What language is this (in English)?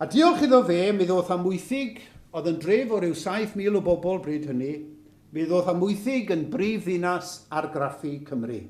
Welsh